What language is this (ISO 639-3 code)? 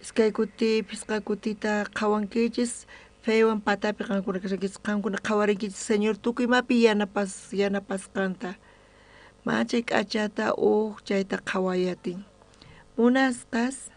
quh